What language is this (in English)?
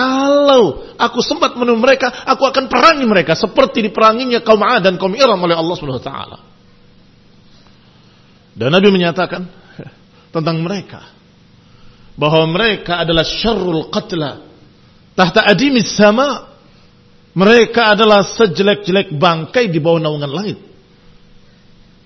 Indonesian